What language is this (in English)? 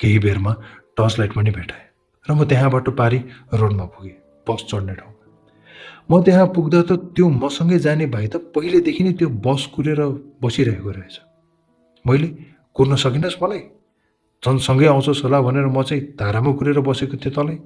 Nepali